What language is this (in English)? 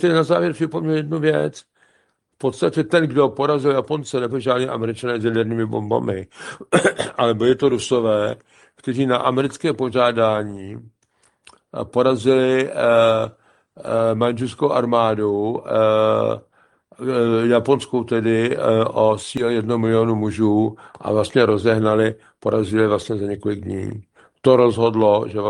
Czech